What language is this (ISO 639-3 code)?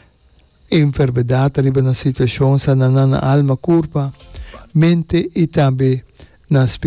pap